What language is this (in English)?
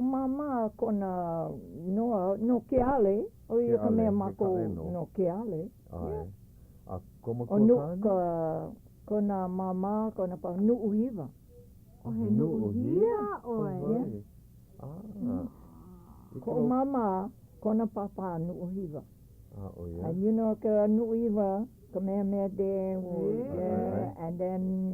Hawaiian